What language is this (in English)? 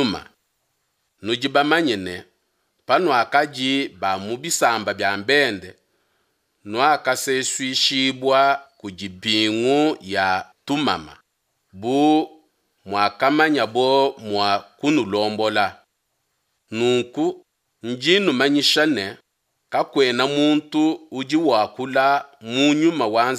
Luba-Lulua